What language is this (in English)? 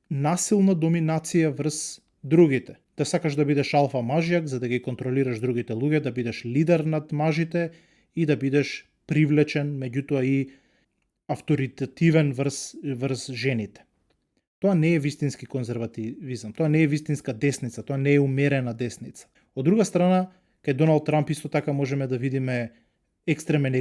Macedonian